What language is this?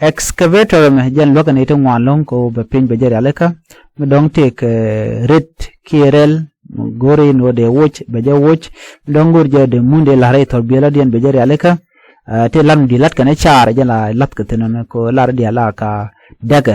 Nuer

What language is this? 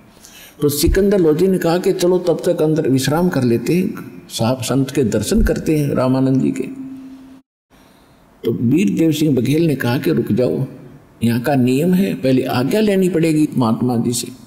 Hindi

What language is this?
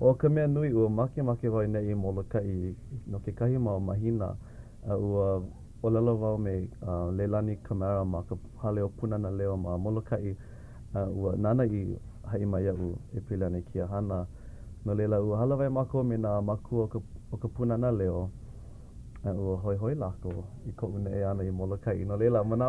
Hawaiian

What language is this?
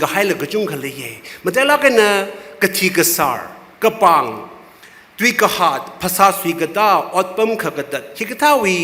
Tangkhul Naga (India)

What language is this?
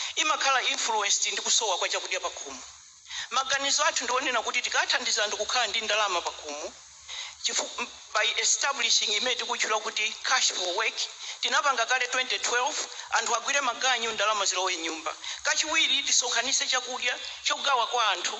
Nyanja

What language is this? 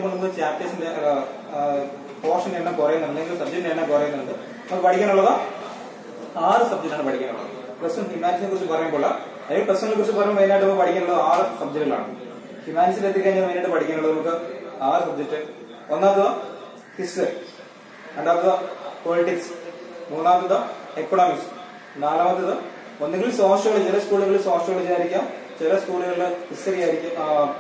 Malayalam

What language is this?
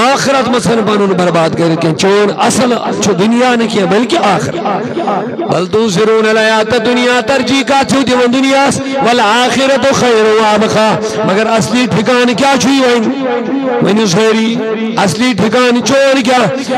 Kashmiri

